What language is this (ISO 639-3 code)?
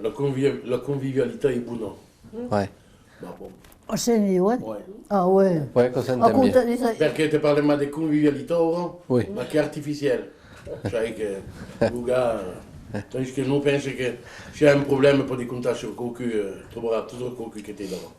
oci